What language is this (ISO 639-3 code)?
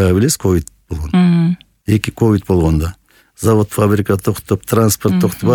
kir